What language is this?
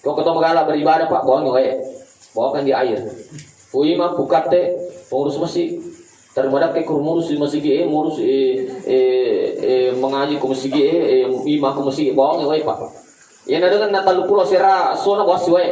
Buginese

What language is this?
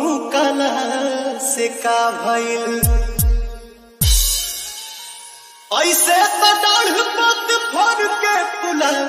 Bhojpuri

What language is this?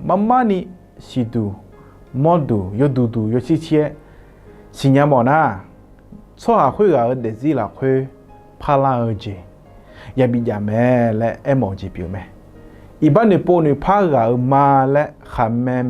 Akha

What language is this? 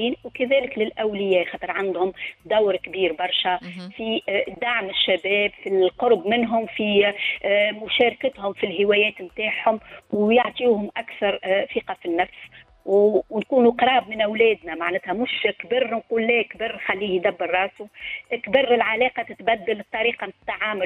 Tunisian Arabic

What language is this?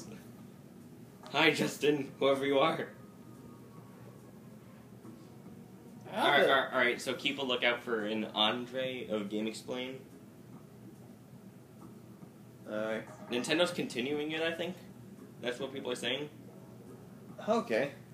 English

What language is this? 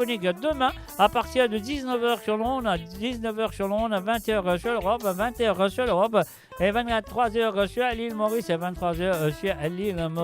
Morisyen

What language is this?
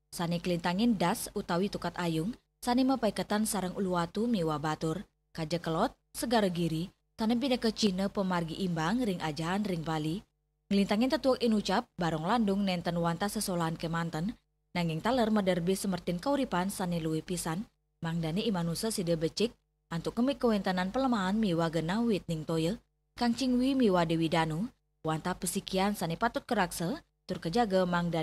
Balinese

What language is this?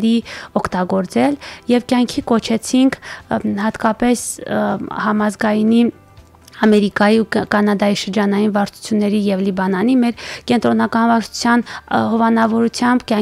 Armenian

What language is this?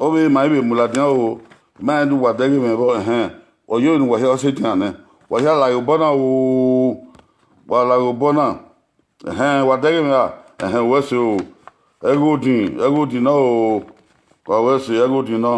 Bini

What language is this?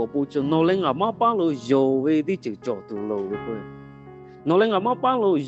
Lahu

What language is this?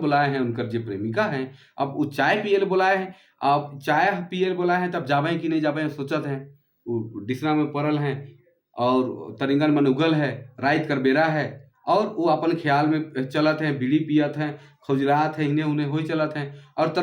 Sadri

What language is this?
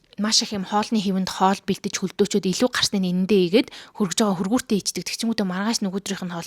Mongolian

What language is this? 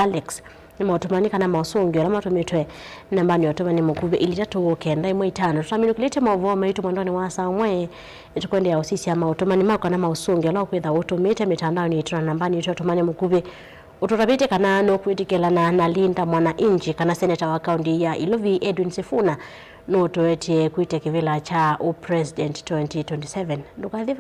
Kamba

